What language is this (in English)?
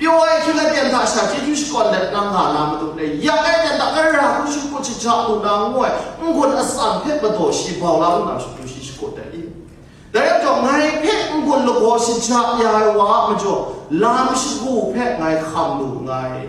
Kachin